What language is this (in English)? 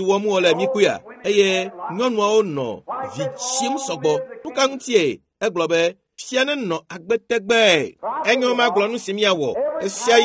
Ewe